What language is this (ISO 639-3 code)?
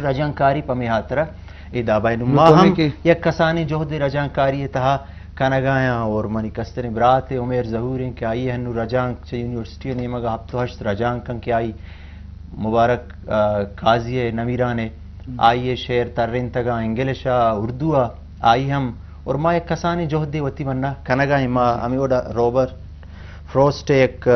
bgp